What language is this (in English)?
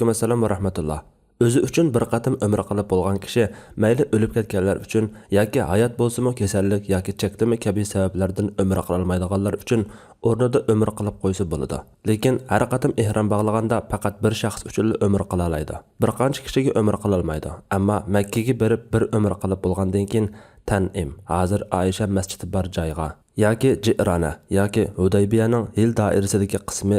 Uyghur